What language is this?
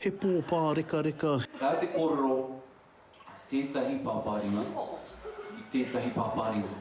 Māori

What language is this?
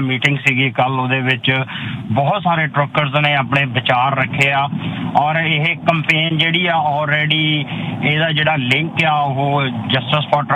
Punjabi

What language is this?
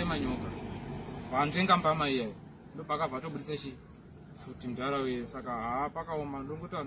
Shona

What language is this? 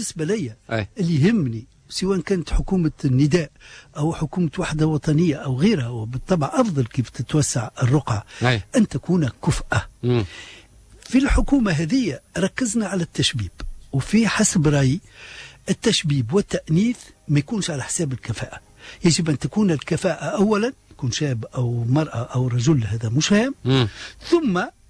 Tunisian Arabic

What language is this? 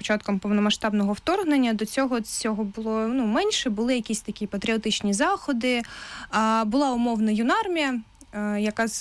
Ukrainian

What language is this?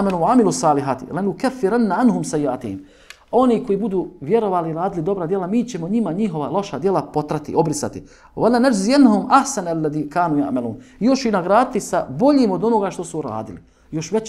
Bosnian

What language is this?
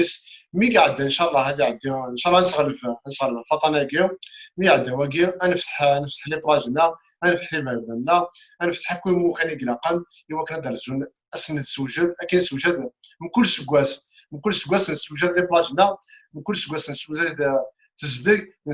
Kabyle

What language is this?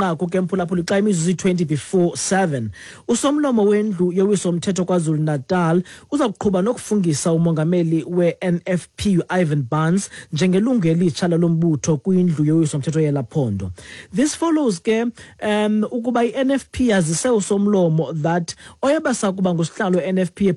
Xhosa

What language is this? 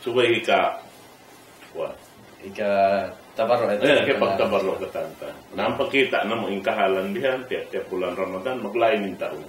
Tausug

